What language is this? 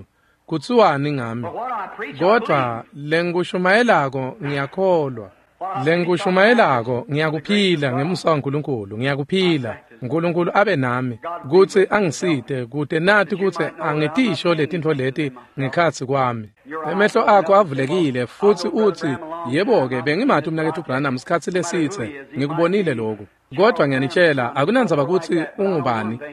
Swati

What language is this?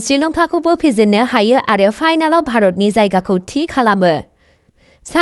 Bodo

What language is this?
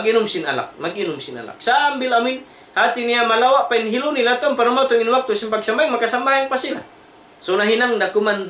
Tausug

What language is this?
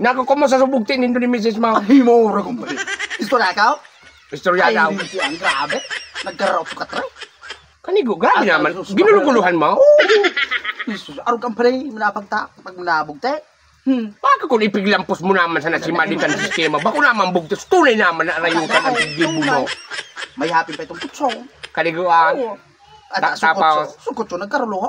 Bikol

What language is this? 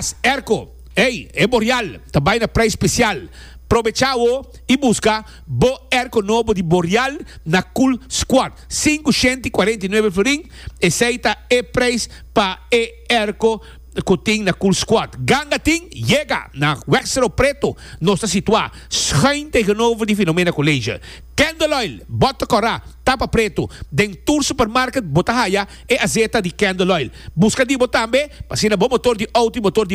Papiamento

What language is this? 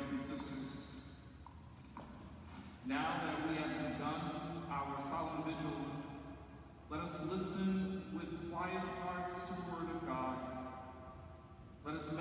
English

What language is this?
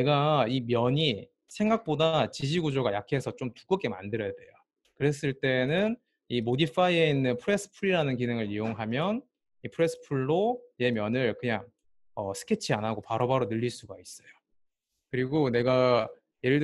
Korean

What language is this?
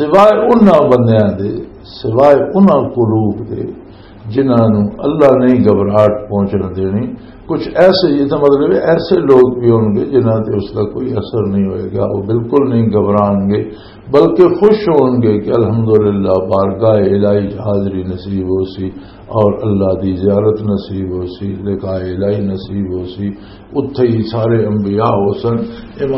Western Panjabi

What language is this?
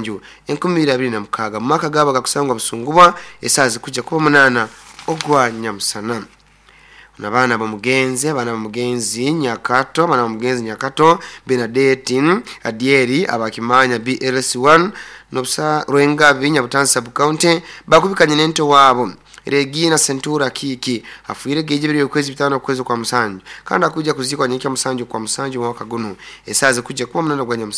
Nyoro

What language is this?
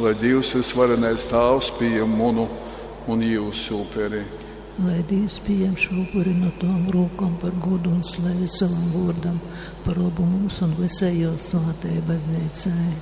Latgalian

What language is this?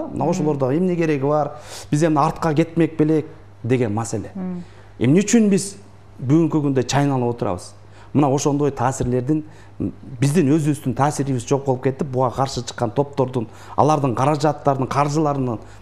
Kyrgyz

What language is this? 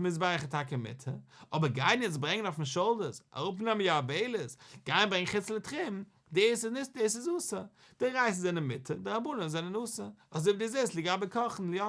Yiddish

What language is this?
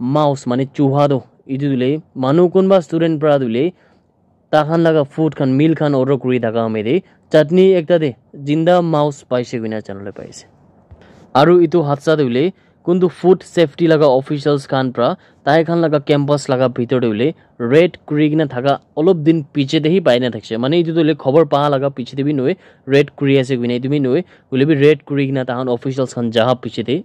Naga Pidgin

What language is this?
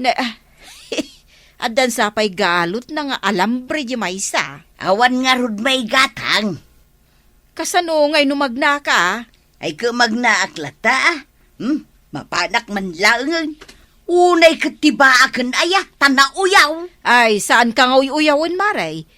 Iloko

